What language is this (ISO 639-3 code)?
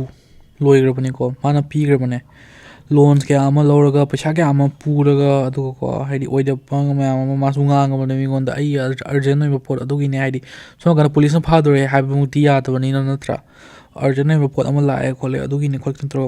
mni